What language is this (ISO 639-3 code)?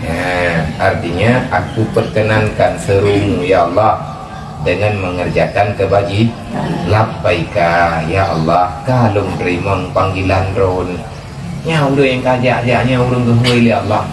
ace